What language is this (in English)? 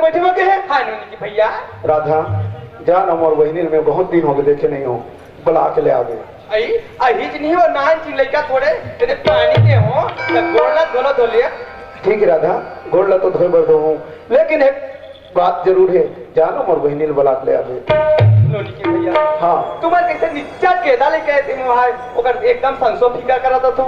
Chhattisgarhi